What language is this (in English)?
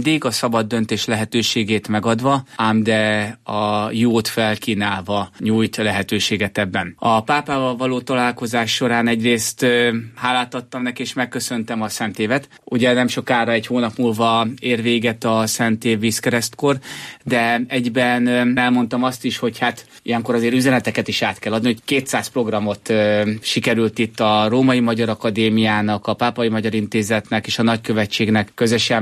Hungarian